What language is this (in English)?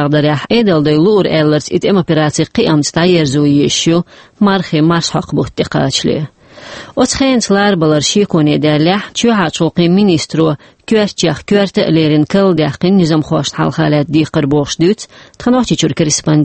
Chechen